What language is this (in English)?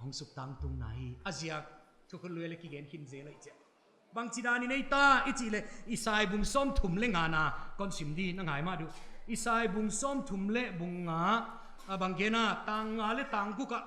Paite Chin